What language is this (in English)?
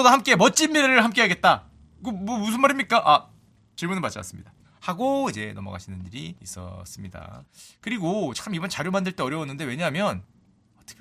Korean